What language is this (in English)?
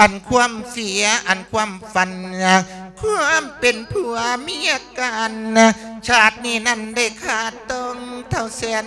Lao